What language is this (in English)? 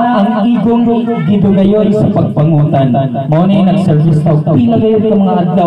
Cebuano